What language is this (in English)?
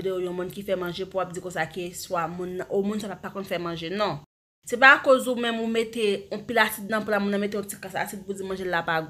Haitian Creole